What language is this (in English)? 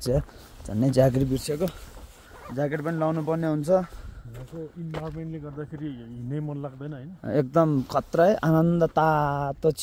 Nepali